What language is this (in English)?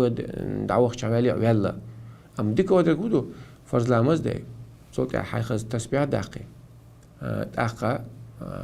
Chechen